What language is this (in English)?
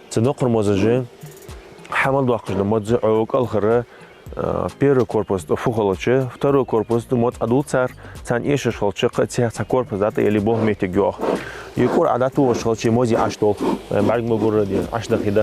Ingush